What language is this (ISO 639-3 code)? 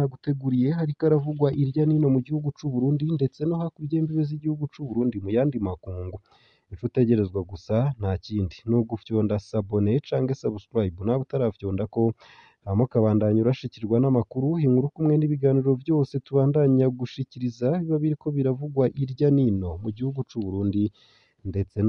run